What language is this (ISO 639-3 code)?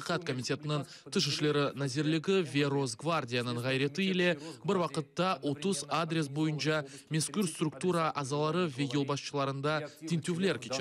crh